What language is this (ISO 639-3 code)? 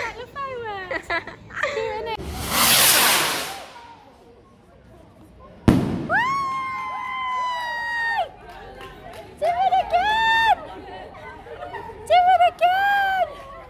eng